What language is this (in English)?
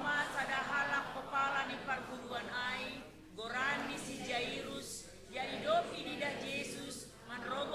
Batak Simalungun